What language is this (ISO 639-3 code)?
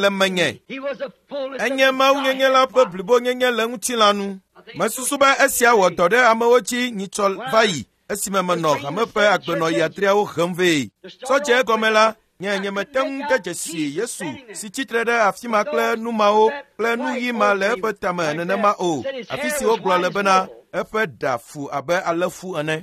ewe